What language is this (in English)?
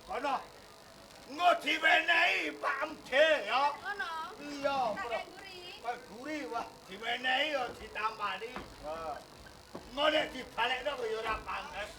Javanese